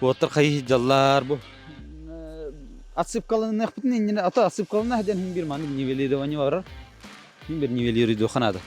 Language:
Yakut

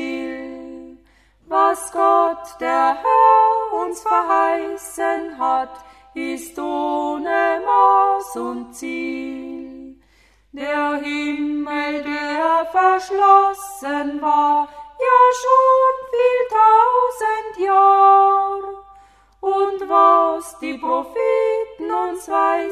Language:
German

